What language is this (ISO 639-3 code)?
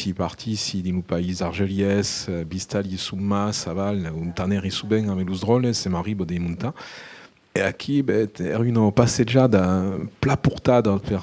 oci